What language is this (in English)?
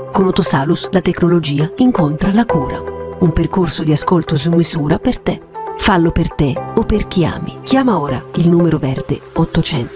Italian